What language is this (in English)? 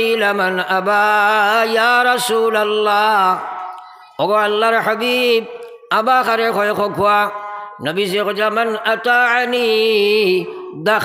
Sylheti